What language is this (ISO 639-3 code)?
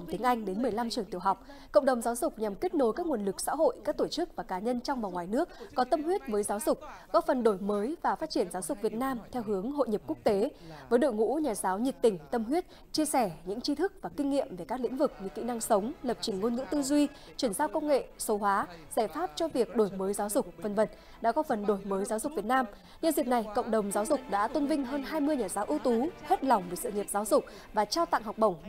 vie